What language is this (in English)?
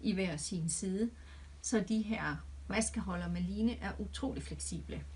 Danish